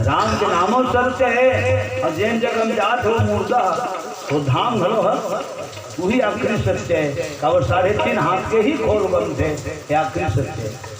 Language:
Chhattisgarhi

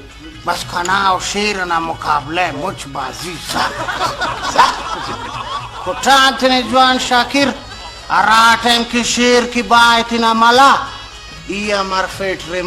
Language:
Brahui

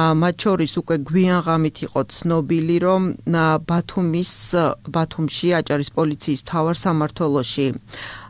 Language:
Georgian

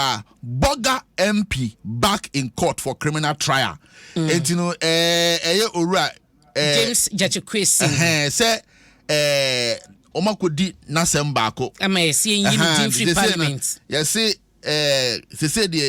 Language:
Akan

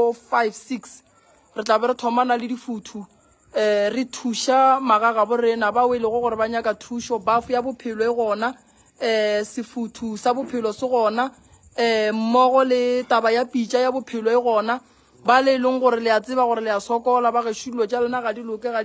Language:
Northern Sotho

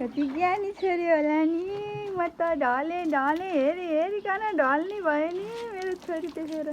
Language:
Nepali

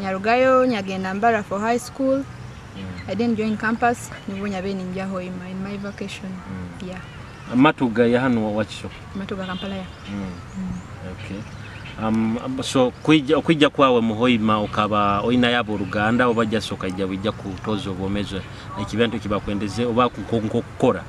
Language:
Nyoro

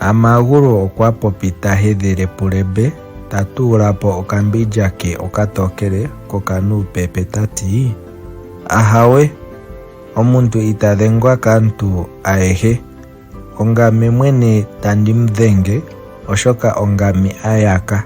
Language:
Ndonga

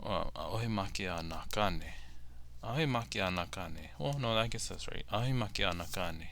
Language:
Hawaiian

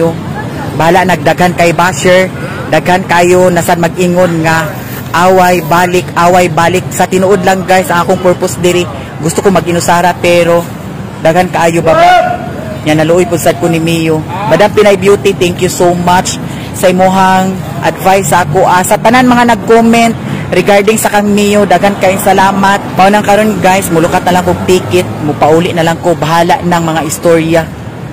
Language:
Cebuano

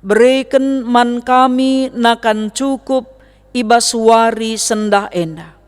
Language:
Batak Karo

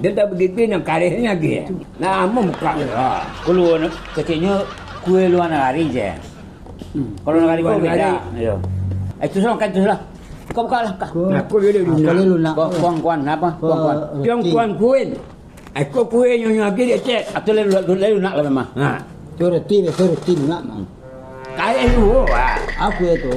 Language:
Minangkabau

